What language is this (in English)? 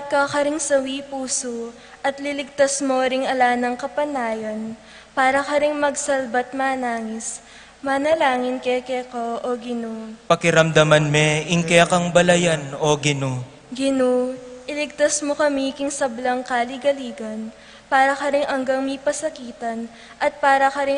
Pampanga